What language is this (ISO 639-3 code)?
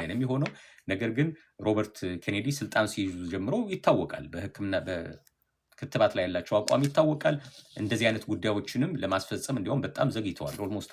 amh